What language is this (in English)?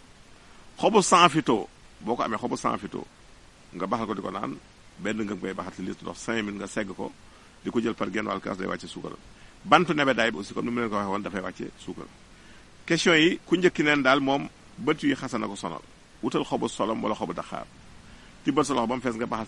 Wolof